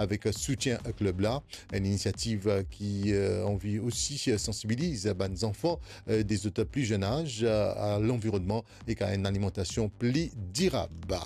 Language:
Morisyen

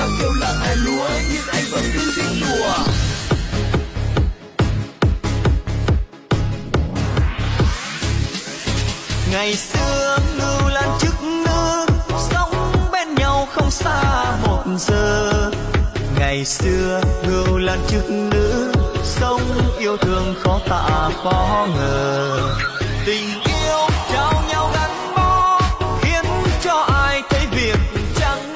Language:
Vietnamese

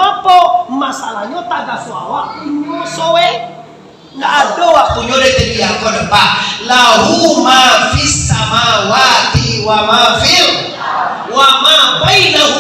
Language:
Minangkabau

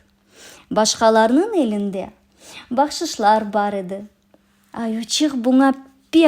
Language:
Crimean Tatar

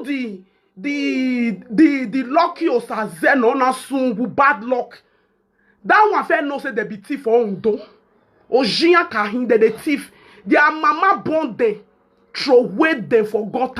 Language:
Nigerian Pidgin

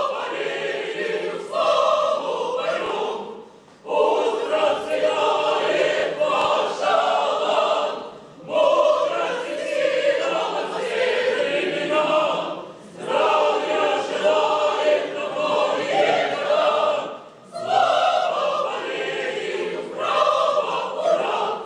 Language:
Chuvash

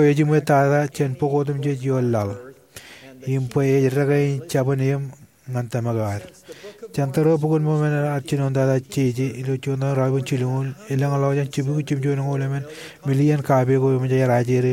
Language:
Marshallese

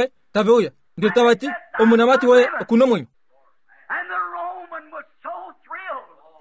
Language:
Kuanyama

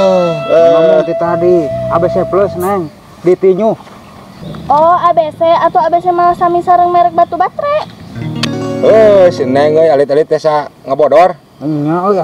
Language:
Sundanese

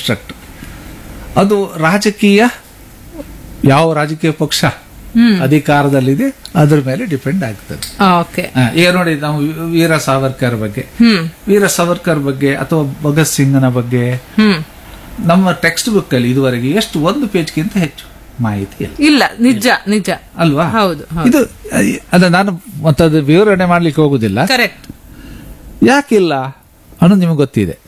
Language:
Kannada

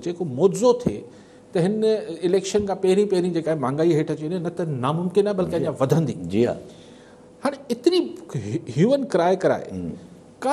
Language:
Sindhi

